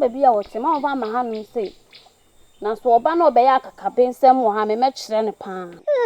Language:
Akan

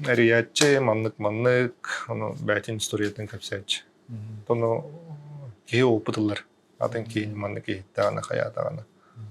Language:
Yakut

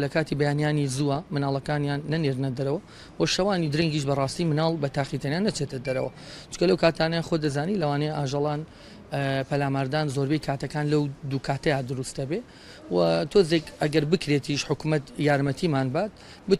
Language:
Central Kurdish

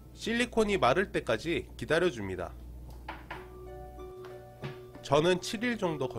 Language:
Korean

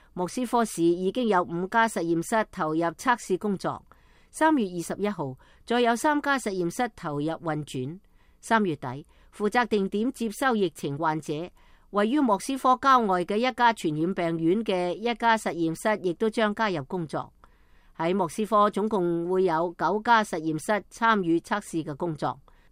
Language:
Cantonese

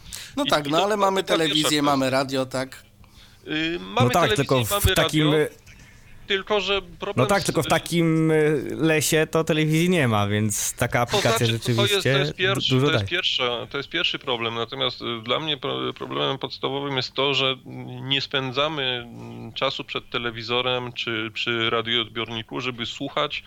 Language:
Polish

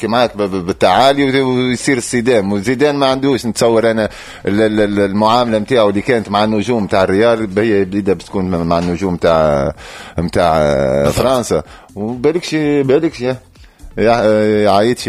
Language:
Tunisian Arabic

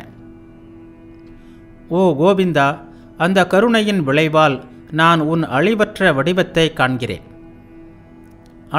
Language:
Tamil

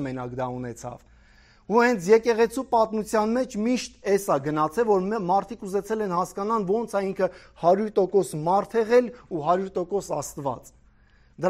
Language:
Armenian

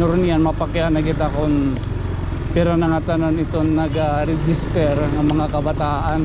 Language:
Waray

